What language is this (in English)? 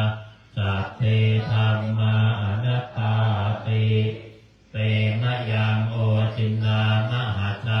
Pali